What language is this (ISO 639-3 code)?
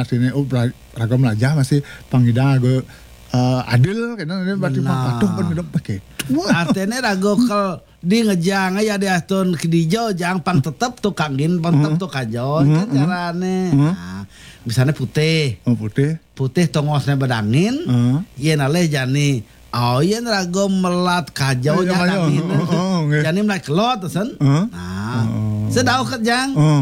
ban